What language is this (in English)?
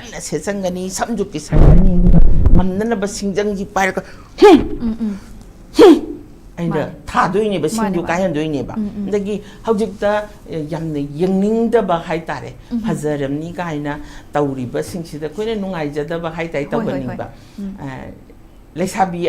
Manipuri